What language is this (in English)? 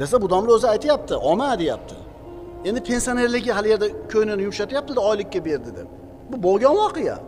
Uzbek